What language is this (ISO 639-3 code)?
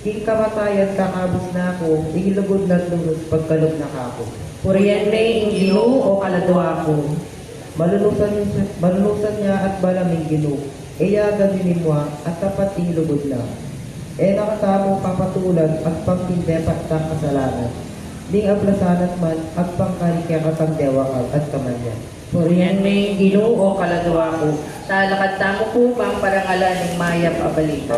pam